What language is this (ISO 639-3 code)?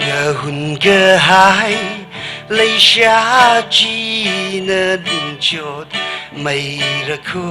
nmf